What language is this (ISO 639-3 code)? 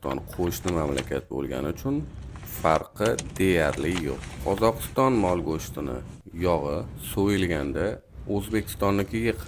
uzb